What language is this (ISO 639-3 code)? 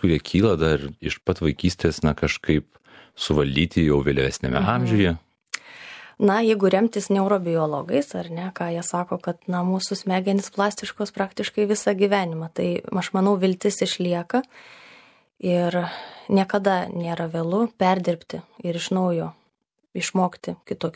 lit